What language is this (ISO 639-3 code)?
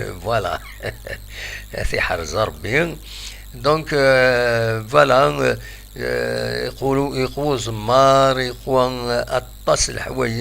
kab